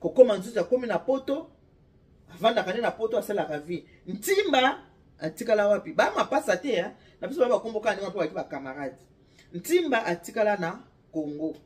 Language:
Lingala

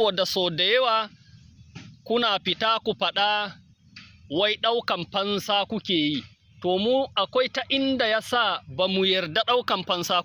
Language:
Hausa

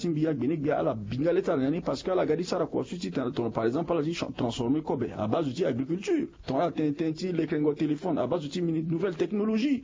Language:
Sango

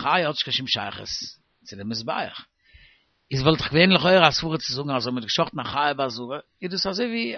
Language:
Yiddish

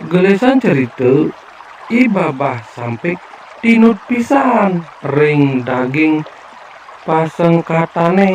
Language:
Balinese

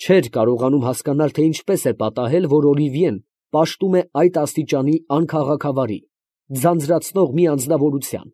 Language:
Armenian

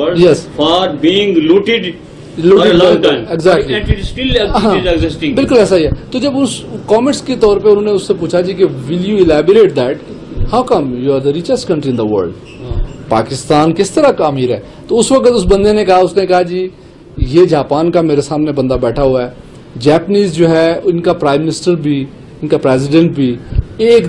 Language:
Urdu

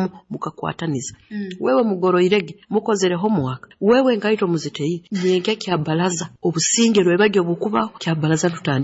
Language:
Nyoro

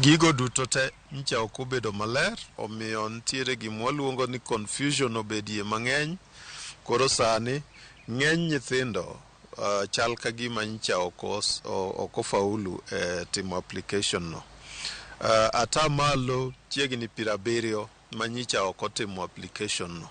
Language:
Luo (Kenya and Tanzania)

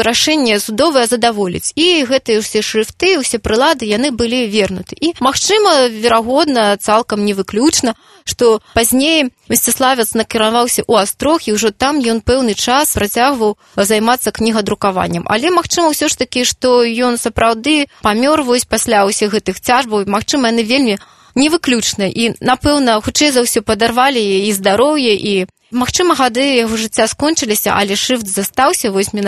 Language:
Belarusian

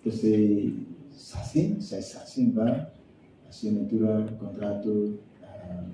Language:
Tetum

